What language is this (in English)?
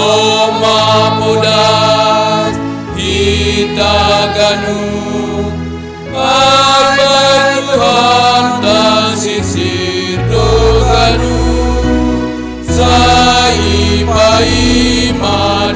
Batak Simalungun